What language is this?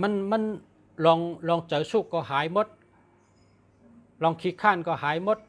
Shan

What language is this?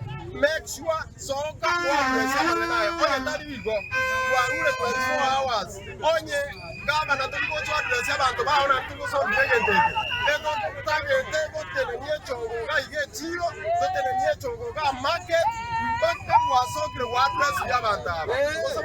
Gusii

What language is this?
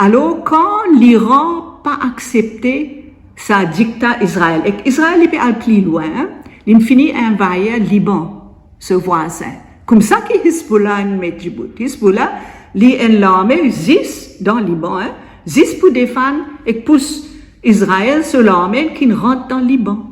Morisyen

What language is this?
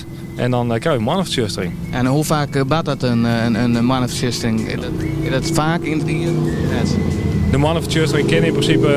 Western Frisian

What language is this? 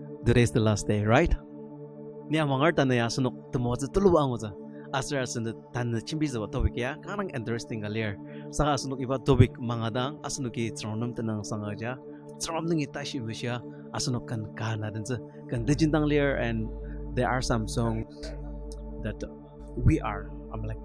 Ao Naga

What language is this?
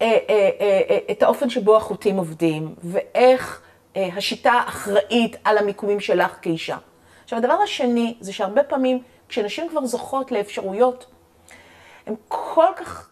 Hebrew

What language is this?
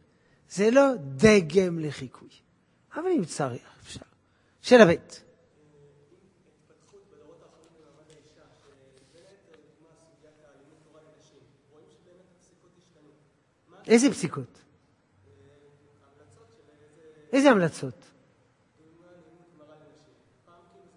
Hebrew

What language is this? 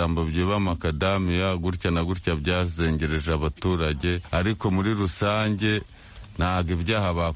Kinyarwanda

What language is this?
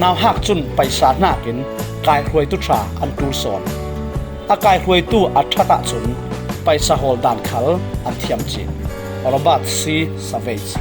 Falam Chin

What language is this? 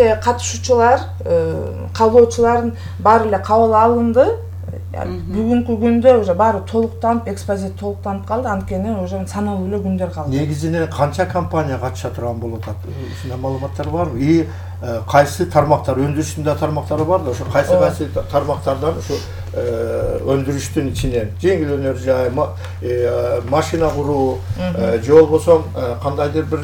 Kyrgyz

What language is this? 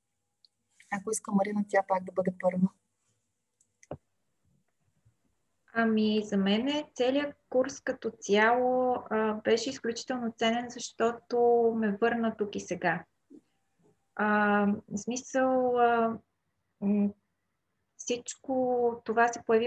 Bulgarian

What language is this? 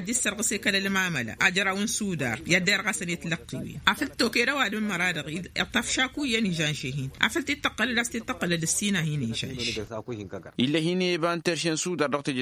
Tamasheq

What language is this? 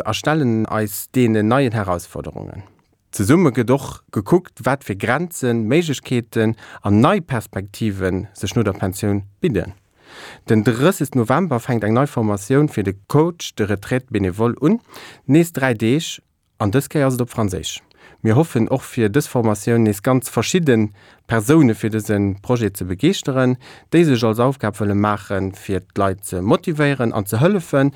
Luxembourgish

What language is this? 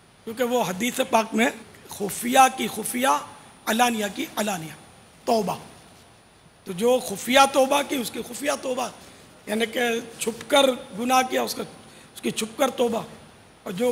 Urdu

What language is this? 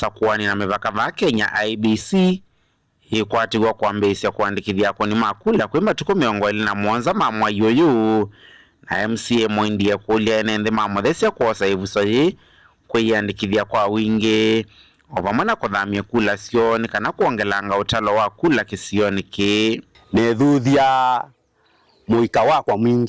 Kamba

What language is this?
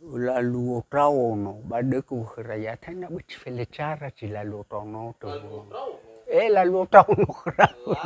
Nias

